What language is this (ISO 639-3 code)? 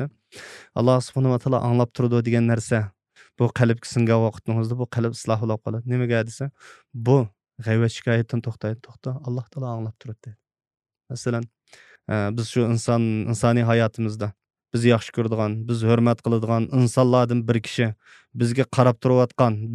uig